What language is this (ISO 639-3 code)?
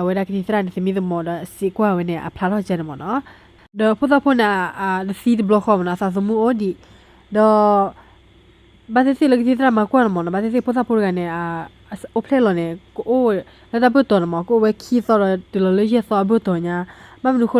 ksw